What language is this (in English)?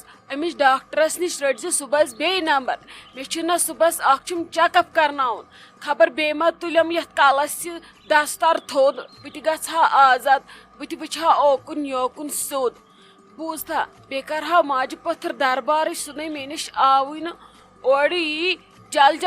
Kashmiri